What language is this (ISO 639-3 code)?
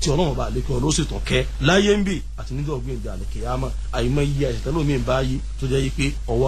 yor